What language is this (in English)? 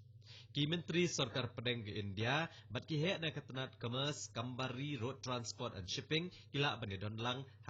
Khasi